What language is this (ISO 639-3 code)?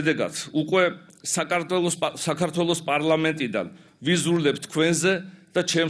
kat